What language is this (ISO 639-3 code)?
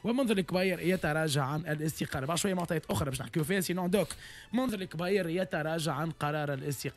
aeb